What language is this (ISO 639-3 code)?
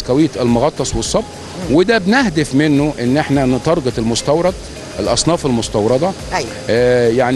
arz